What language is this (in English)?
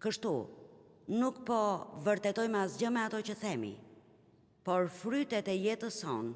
Albanian